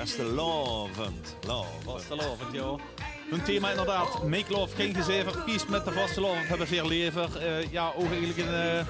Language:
Limburgish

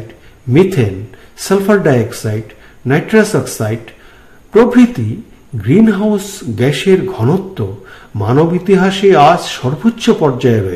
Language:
Bangla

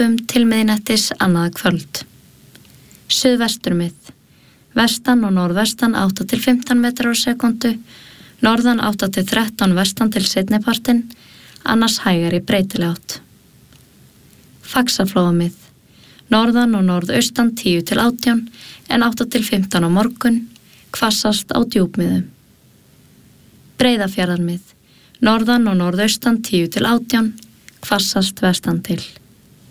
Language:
Icelandic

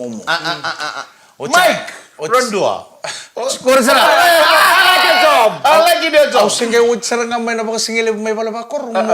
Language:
Fijian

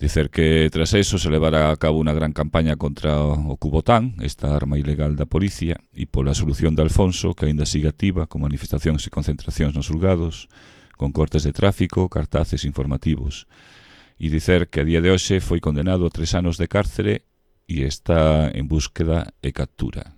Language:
Galician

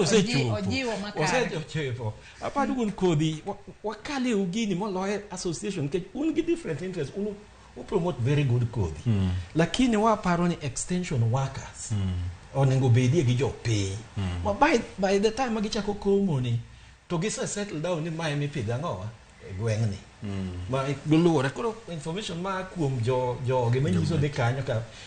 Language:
Luo (Kenya and Tanzania)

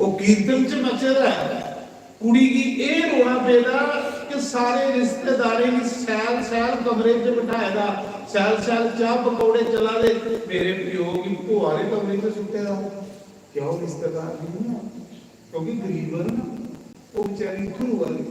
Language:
Dogri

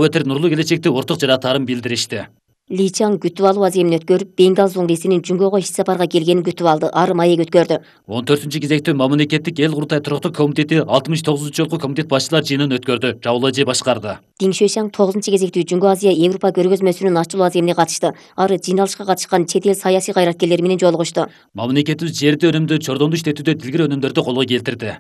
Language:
Kyrgyz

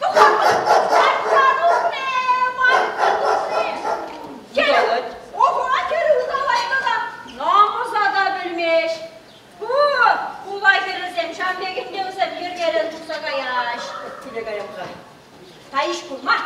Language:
Chuvash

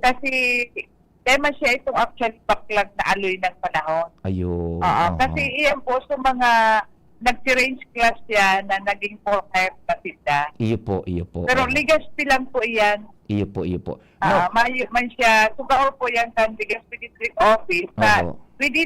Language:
Bikol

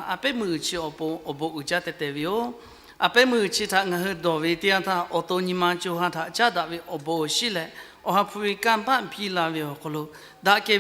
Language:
Lahu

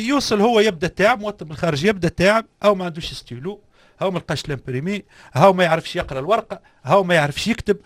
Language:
Tunisian Arabic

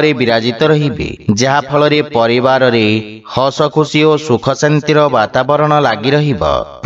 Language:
Odia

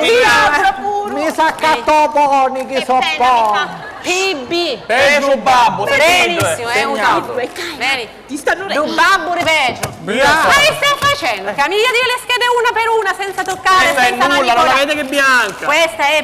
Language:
Sicilian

